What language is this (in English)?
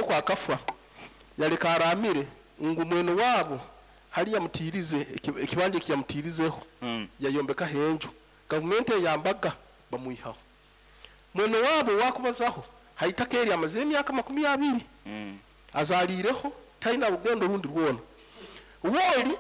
Nyankole